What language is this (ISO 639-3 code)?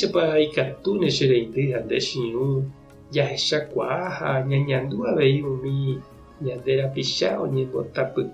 grn